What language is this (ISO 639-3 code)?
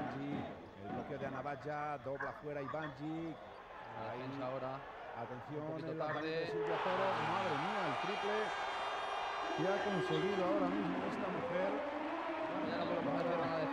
spa